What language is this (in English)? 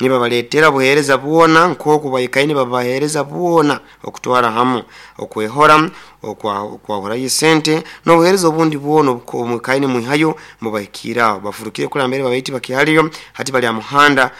Nyankole